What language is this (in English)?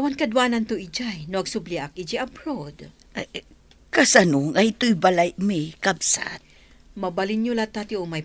Iloko